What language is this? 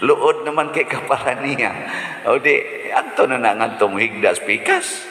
Cebuano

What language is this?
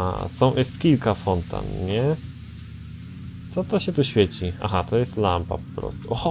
Polish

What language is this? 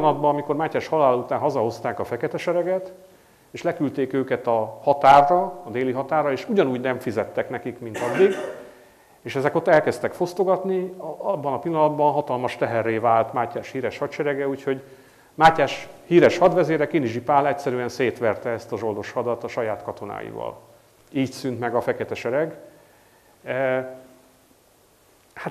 Hungarian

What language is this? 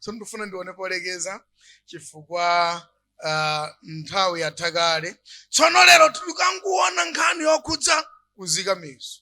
Nyanja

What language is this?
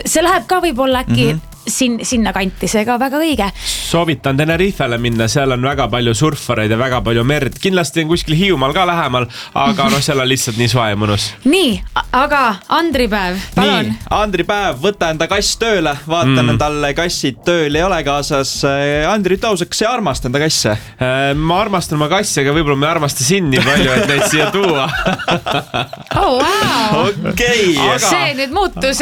Estonian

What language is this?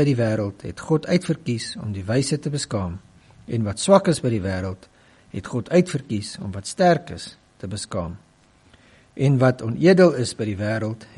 Afrikaans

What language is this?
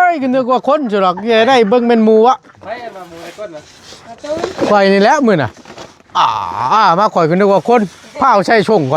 Northeastern Thai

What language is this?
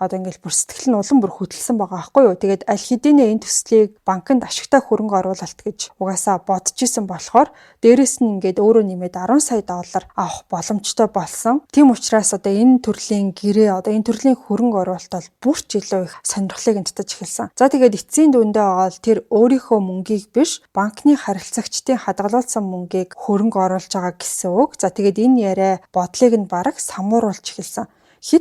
Mongolian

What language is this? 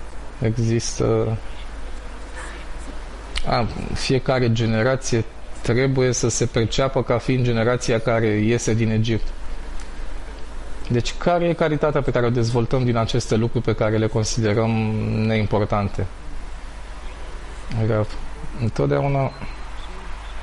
Romanian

